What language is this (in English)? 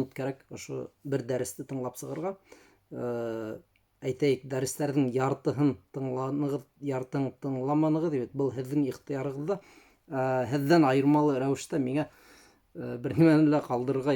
Bashkir